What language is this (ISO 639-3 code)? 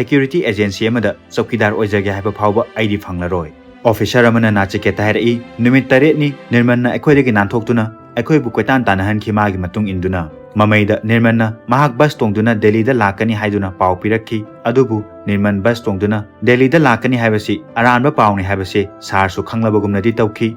mni